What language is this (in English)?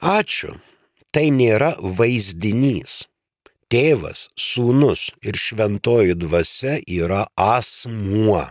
Lithuanian